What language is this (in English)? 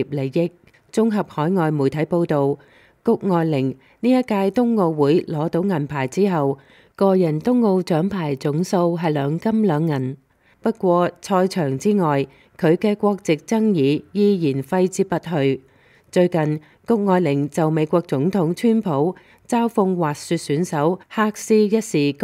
Cantonese